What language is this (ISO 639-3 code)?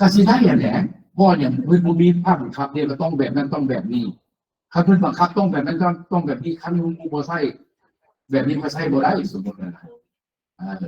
lao